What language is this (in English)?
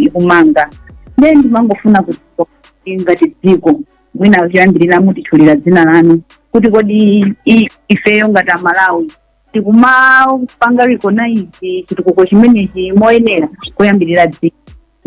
Nyanja